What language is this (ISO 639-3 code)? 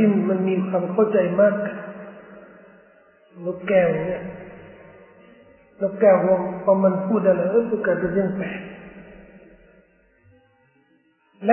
tha